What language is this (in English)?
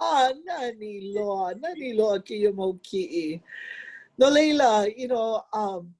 Hawaiian